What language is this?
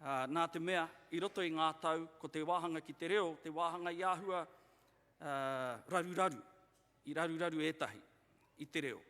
Māori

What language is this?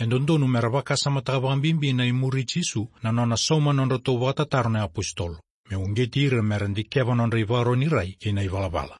Fijian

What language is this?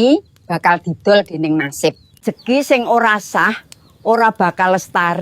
Javanese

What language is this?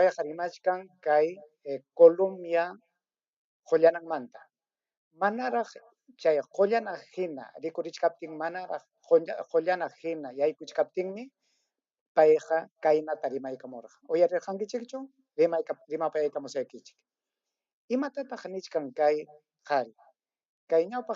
Ayacucho Quechua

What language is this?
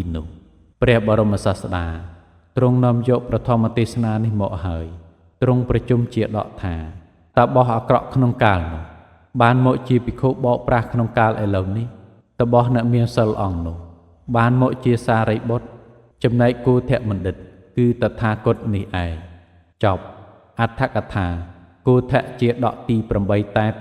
Khmer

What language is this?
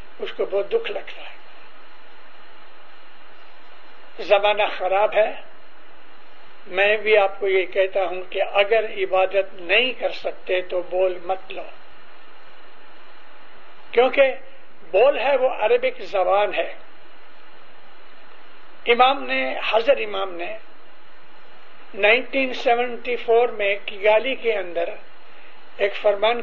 Urdu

